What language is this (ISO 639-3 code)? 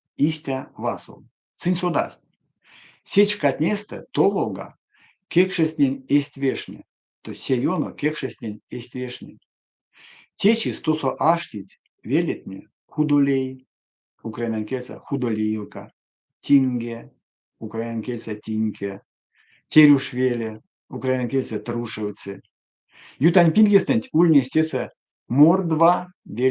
myv